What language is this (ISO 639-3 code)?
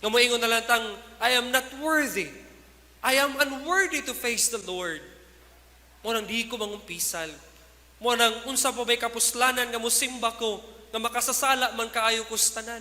ceb